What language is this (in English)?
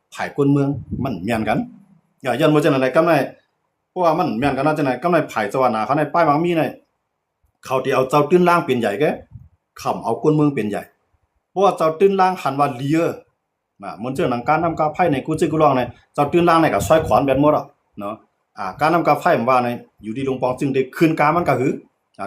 Shan